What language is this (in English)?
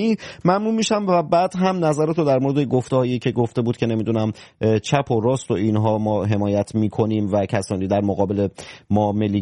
Persian